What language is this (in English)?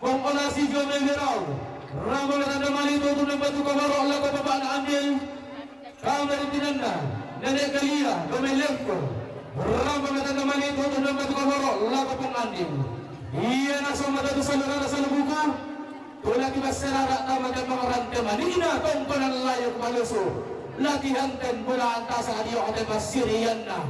Toraja-Sa'dan